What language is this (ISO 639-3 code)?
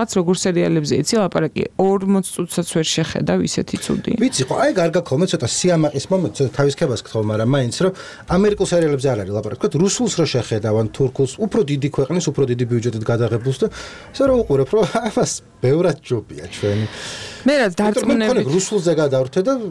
kat